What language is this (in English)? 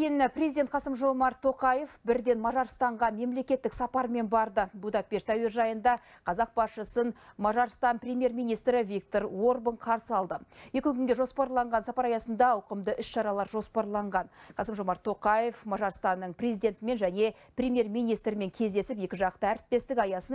Kazakh